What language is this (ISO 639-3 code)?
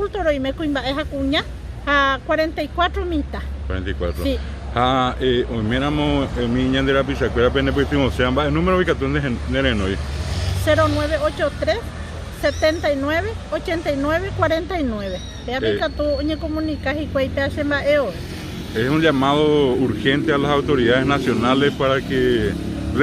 grn